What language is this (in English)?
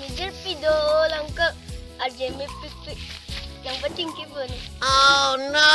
Karbi